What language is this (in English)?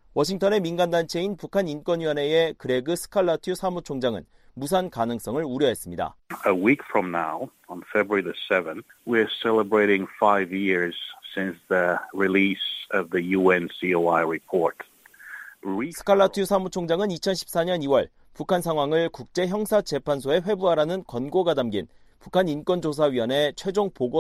Korean